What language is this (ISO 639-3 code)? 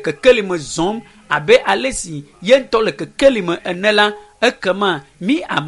ewe